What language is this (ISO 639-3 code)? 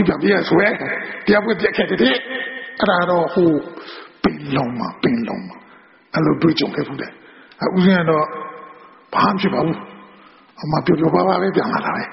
mya